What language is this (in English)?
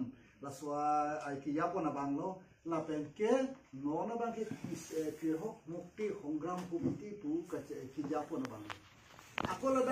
Karbi